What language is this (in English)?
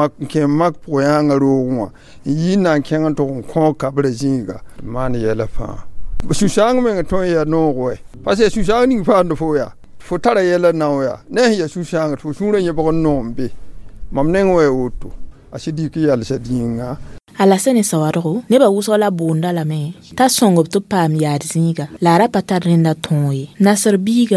Mossi